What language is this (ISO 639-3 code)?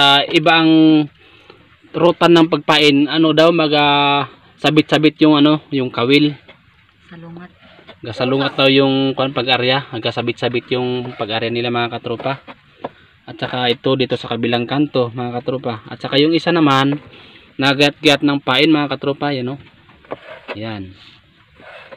fil